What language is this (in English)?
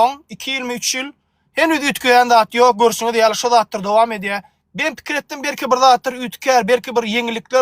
Turkmen